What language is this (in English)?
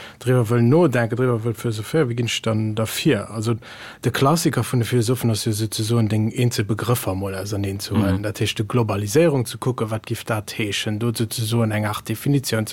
Luxembourgish